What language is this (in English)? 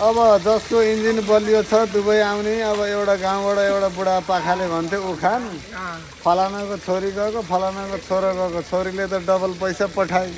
Nepali